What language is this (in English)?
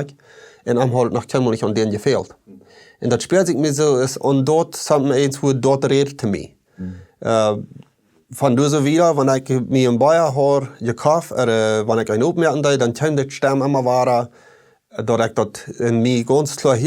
Plautdietsch